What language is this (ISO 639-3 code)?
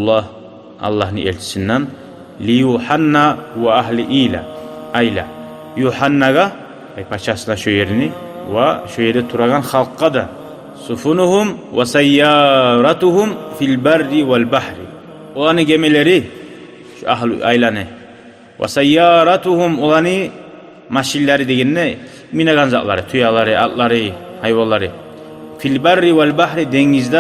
kum